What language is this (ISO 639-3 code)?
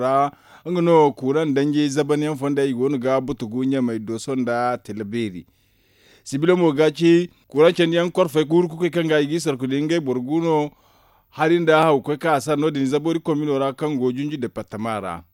dje